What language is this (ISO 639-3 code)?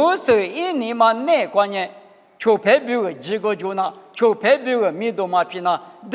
lis